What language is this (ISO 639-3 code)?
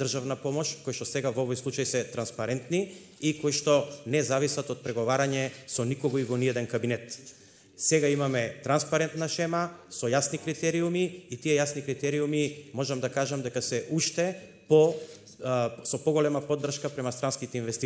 mkd